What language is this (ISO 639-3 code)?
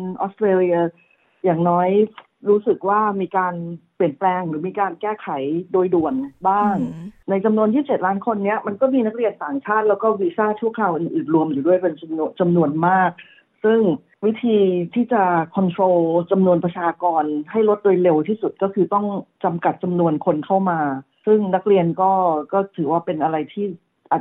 tha